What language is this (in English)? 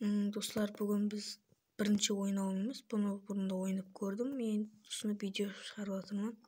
Kara-Kalpak